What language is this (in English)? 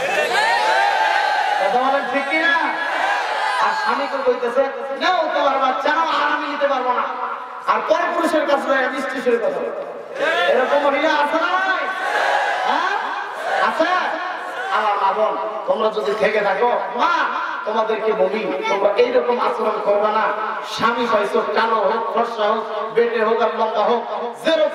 Bangla